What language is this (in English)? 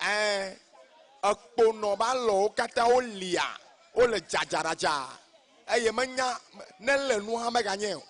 Ewe